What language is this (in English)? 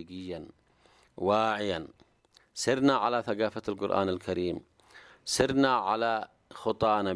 Arabic